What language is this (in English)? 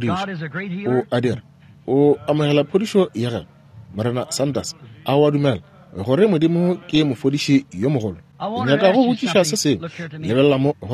Northern Sotho